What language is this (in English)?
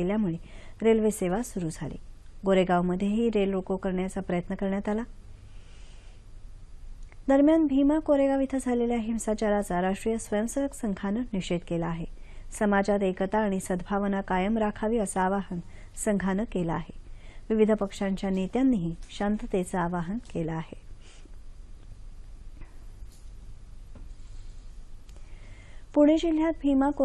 Marathi